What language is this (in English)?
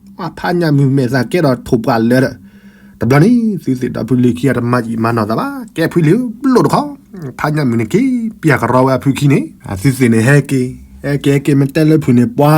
S'gaw Karen